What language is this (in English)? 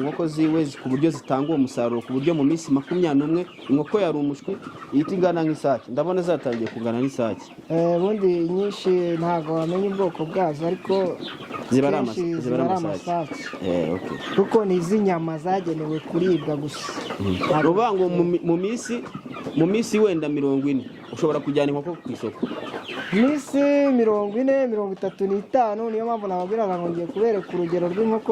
Kinyarwanda